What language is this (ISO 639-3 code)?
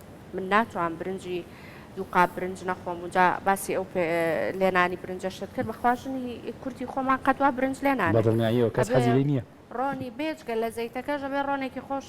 ckb